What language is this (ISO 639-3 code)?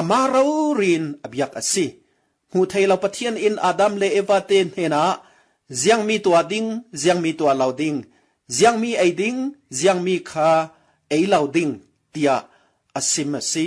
cfm